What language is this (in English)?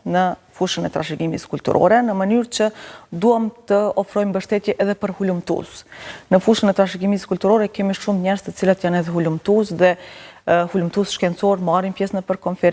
Albanian